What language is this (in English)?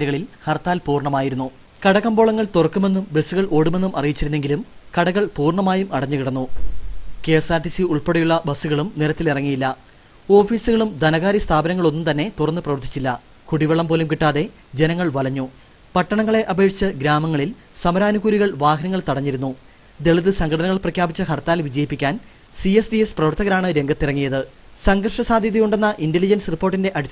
Malayalam